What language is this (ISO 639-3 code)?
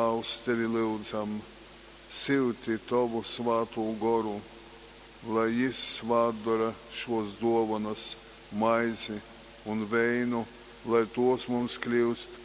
ltg